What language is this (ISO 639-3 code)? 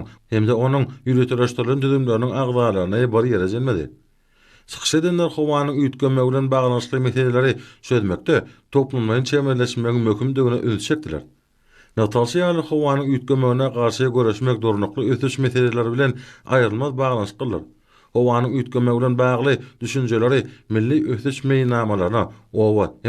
tuk